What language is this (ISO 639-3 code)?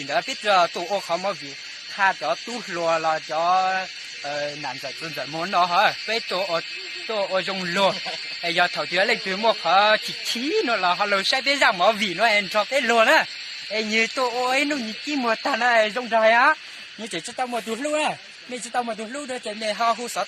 hmn